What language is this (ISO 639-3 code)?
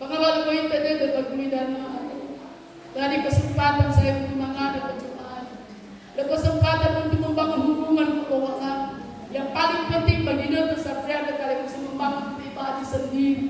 nia